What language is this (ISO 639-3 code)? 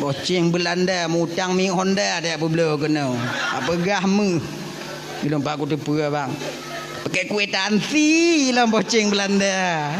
ace